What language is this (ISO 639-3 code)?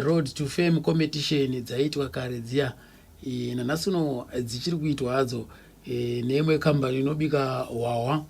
sna